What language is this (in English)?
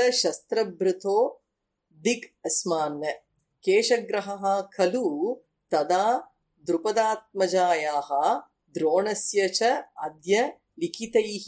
Sanskrit